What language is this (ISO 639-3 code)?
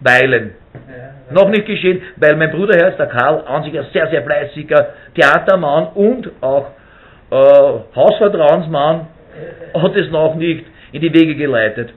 bar